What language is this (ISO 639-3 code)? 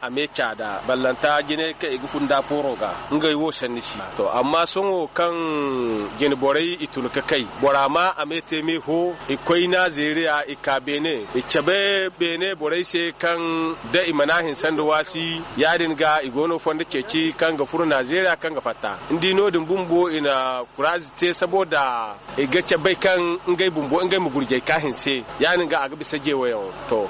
dje